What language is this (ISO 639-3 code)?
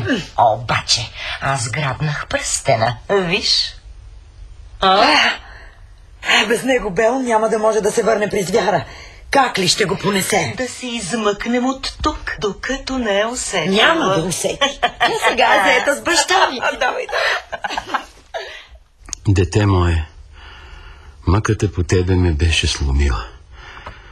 bul